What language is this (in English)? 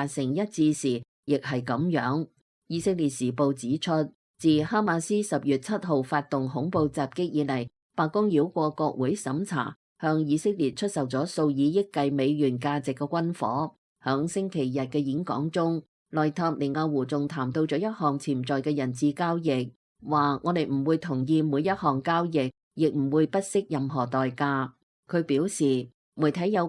Cantonese